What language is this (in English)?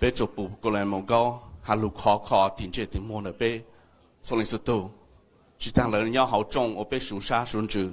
Hmong